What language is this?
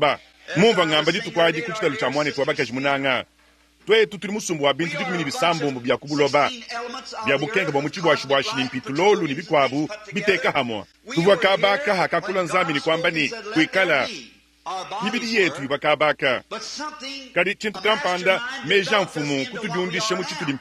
Luba-Lulua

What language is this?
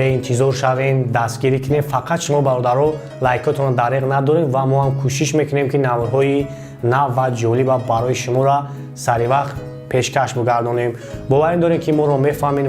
Tajik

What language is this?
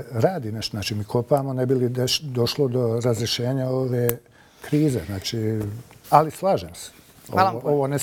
Bosnian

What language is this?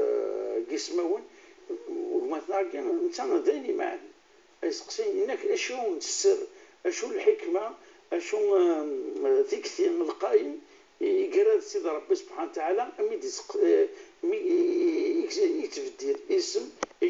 Kabyle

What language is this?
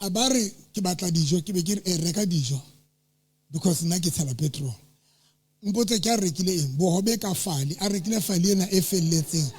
Southern Sotho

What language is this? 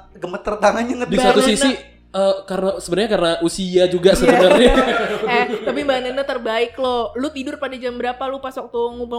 Indonesian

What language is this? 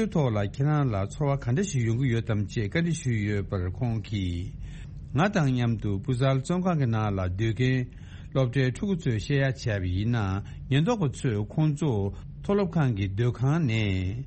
Tibetan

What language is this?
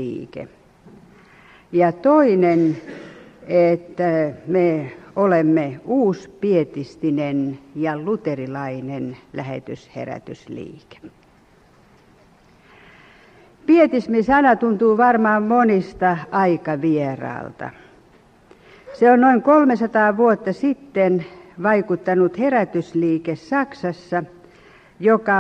Finnish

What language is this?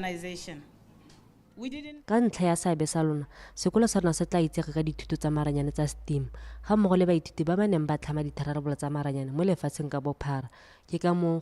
Tswana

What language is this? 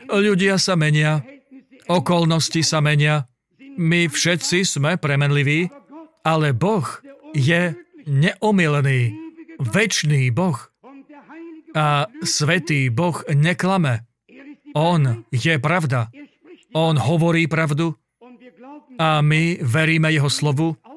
Slovak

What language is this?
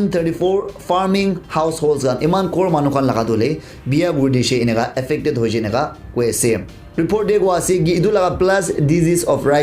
Naga Pidgin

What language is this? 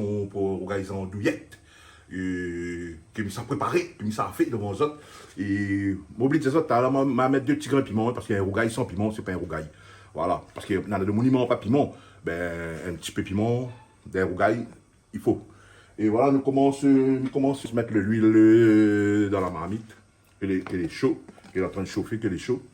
Réunion Creole French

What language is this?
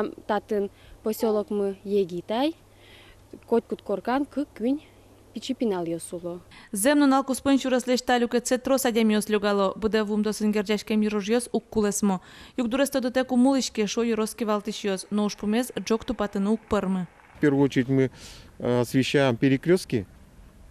Udmurt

